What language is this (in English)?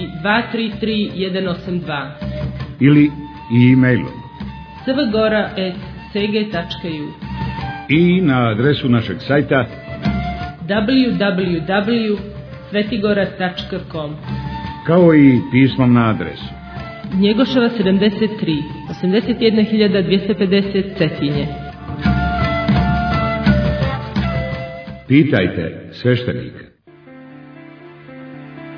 Serbian